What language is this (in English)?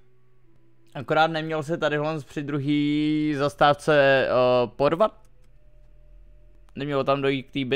Czech